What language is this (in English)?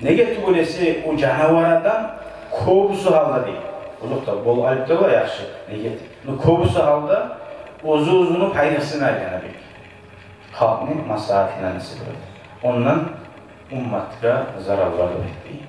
Kumyk